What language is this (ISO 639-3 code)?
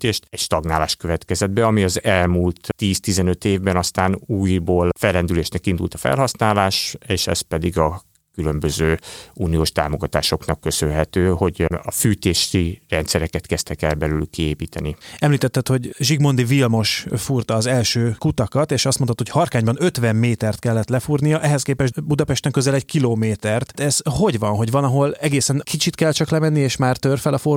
hun